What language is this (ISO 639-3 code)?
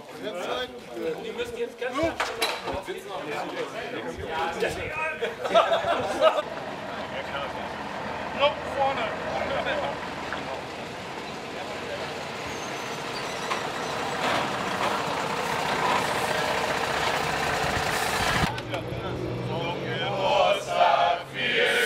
deu